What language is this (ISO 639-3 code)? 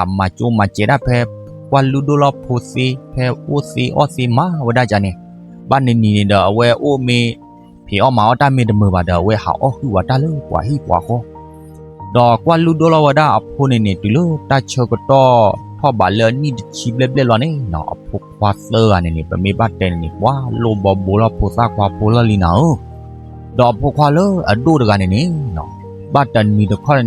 ksw